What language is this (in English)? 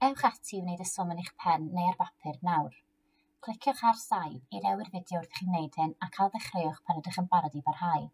Welsh